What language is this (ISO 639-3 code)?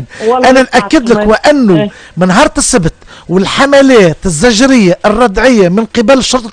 aeb